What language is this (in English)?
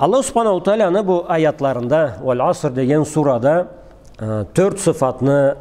Karachay-Balkar